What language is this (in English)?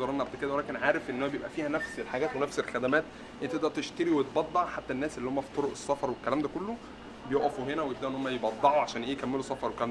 Egyptian Arabic